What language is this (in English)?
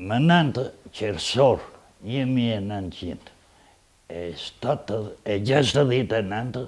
Albanian